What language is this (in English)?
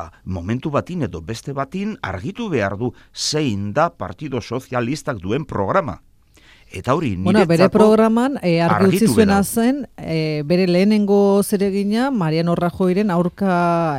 Basque